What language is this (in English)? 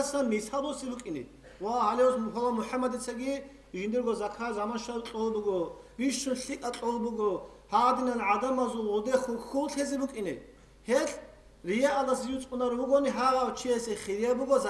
Avaric